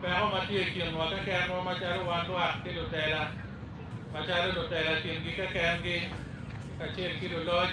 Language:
Acoli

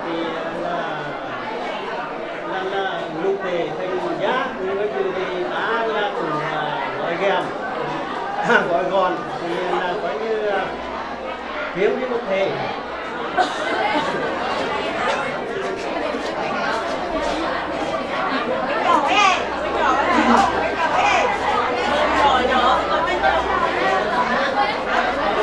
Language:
Vietnamese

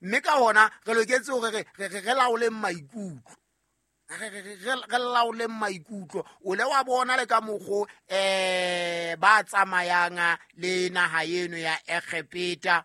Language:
Southern Sotho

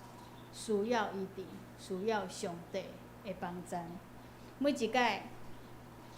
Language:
Min Nan Chinese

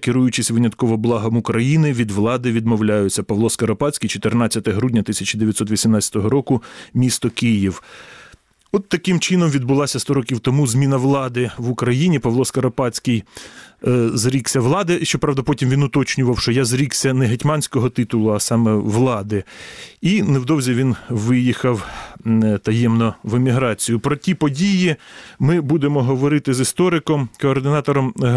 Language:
Ukrainian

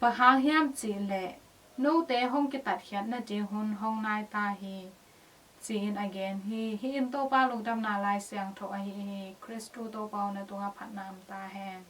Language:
Tedim Chin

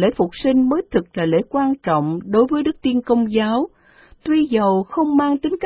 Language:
Vietnamese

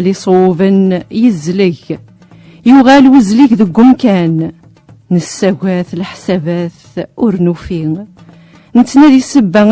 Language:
Kabyle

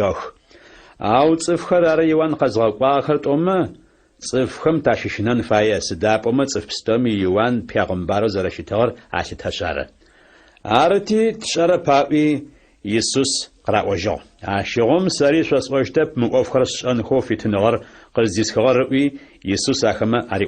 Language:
Adyghe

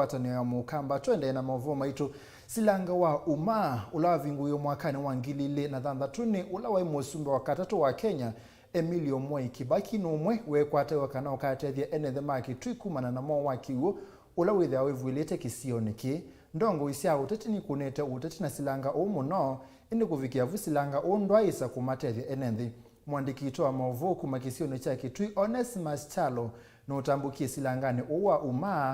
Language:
Kamba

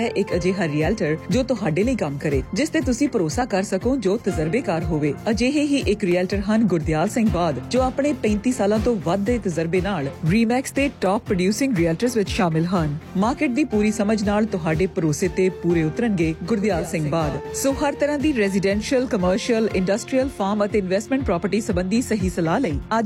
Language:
Punjabi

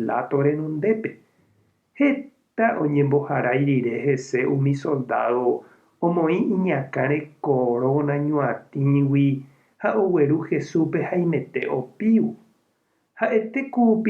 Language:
Guarani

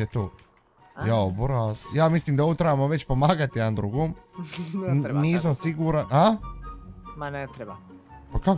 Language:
Bosnian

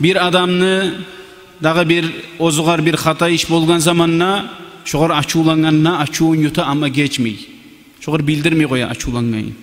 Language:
Kumyk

